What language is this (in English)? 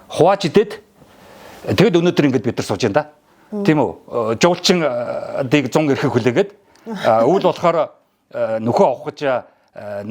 Mongolian